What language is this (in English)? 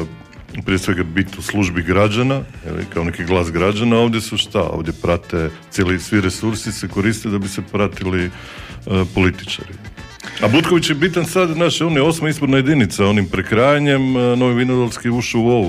Croatian